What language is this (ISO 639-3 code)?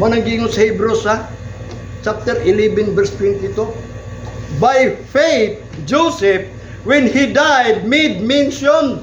ceb